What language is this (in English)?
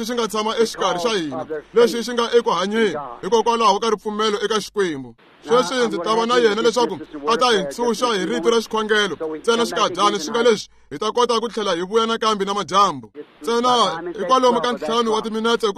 Tsonga